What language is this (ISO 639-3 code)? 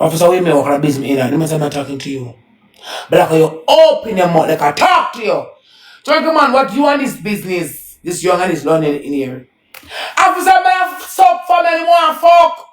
jam